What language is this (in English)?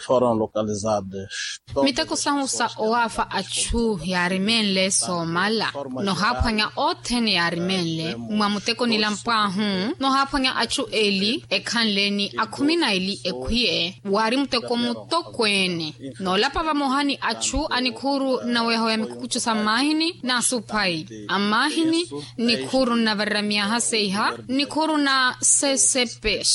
Makhuwa